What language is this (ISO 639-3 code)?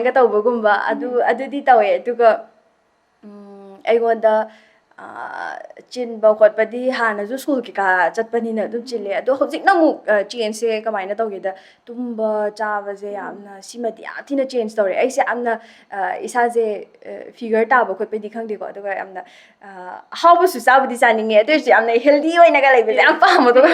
mni